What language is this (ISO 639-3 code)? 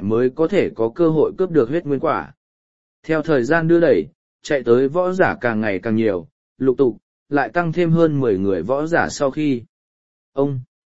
vie